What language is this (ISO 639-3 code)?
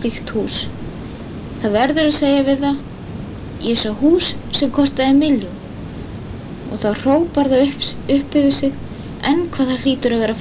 isl